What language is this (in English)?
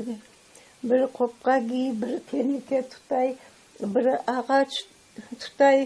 Crimean Tatar